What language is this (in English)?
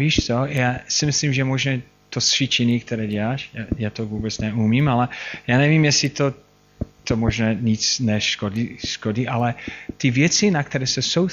Czech